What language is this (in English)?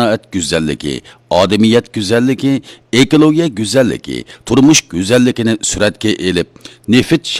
Uyghur